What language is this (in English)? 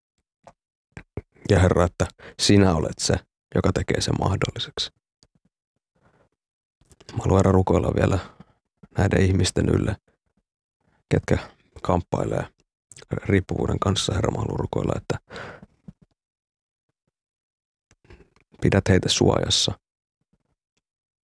Finnish